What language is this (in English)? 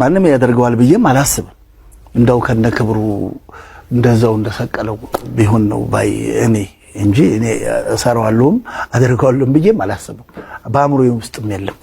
Amharic